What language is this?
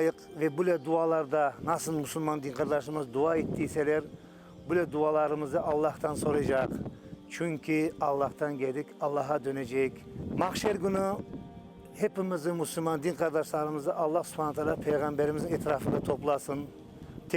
Crimean Tatar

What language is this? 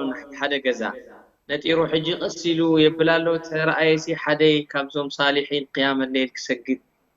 Tigrinya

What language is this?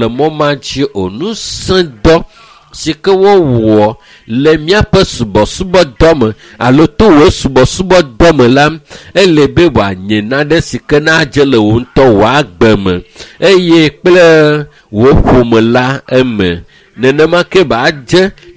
Ewe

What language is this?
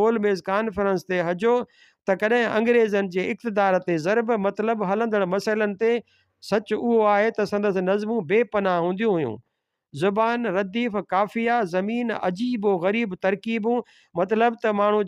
Sindhi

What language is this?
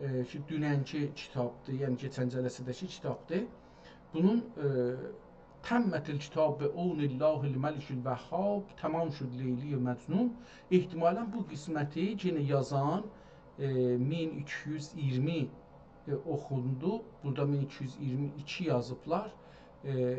South Azerbaijani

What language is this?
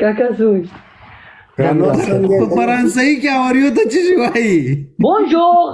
Pashto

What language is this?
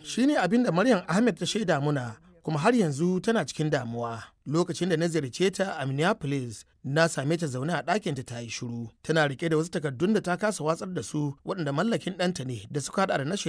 Hausa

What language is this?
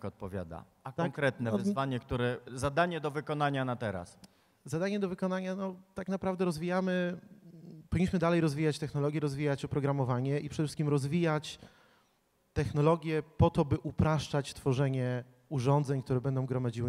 Polish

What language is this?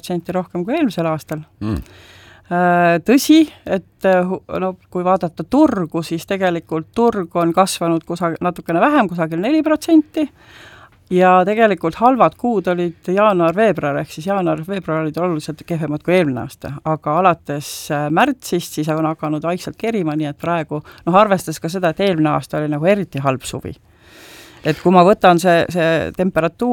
Estonian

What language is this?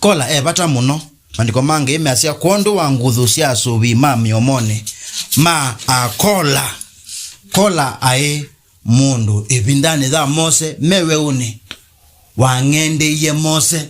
Kamba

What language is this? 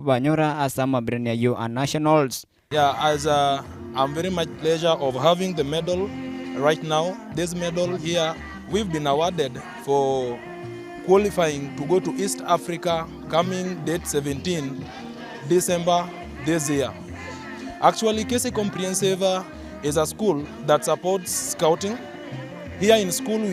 Gusii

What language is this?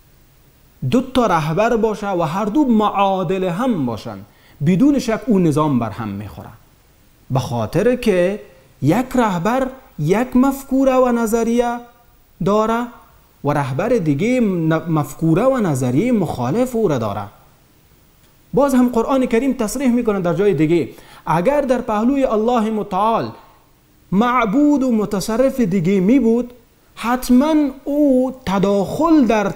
Persian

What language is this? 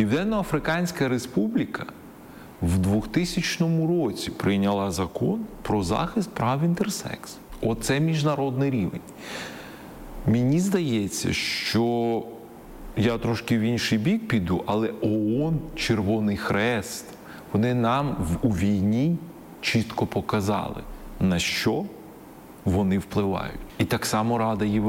Ukrainian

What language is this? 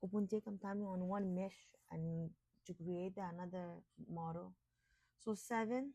Gilbertese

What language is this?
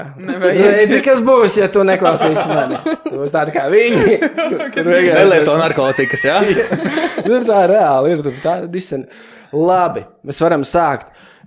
Latvian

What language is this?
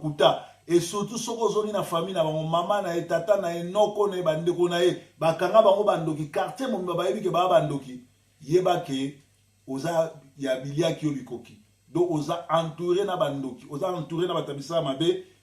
Lingala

